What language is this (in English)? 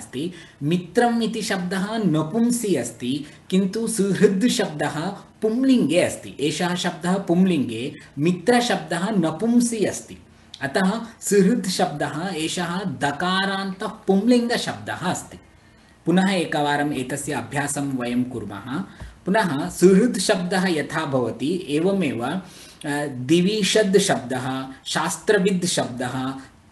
Sanskrit